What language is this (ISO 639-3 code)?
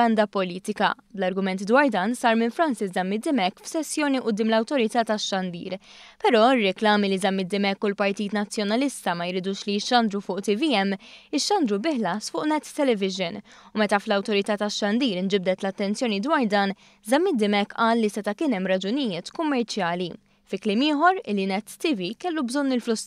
mlt